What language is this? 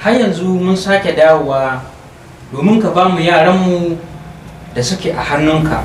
Hausa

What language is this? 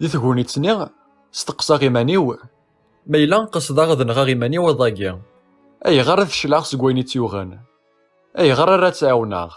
Kabyle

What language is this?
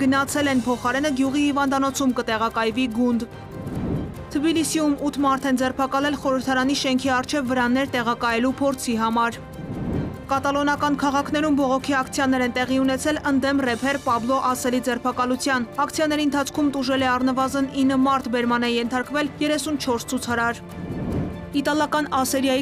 Armenian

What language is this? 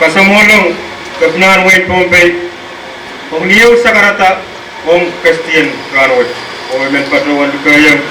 Pohnpeian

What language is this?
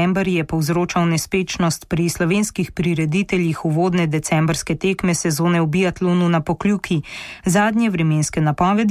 Slovenian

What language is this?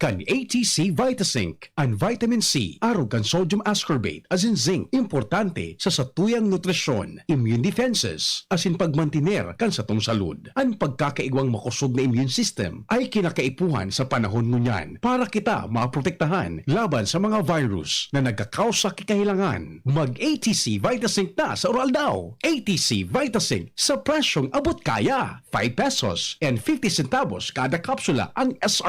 Bikol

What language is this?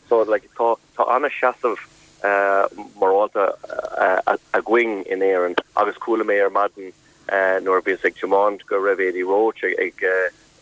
Irish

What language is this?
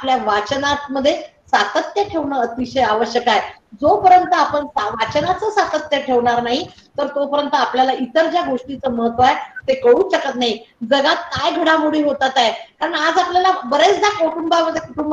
Marathi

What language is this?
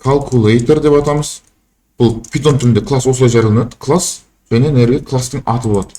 Kazakh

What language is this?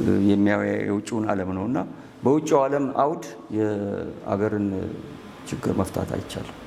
Amharic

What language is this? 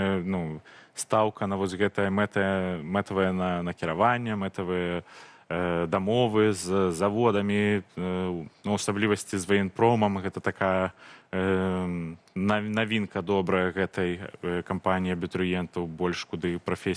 Belarusian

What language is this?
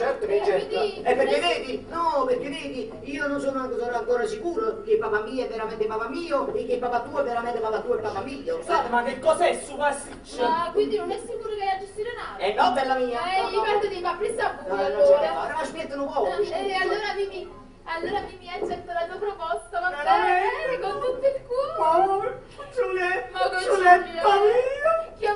Neapolitan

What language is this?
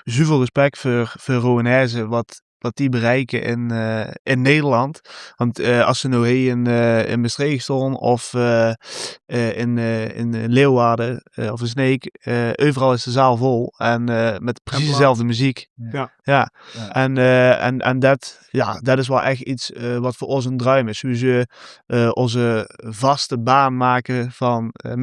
Limburgish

